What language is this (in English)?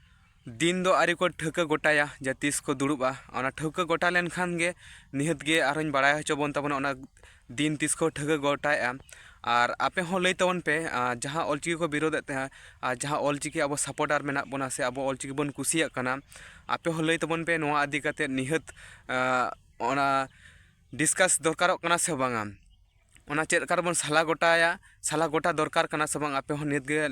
Santali